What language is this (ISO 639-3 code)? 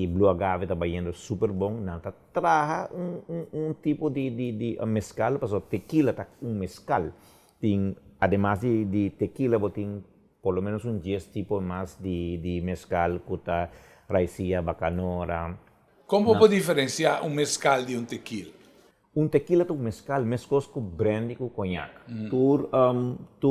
pap